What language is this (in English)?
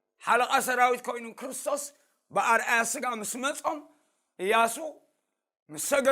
Tigrinya